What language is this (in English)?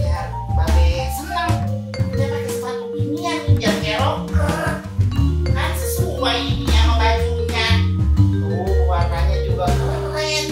Betawi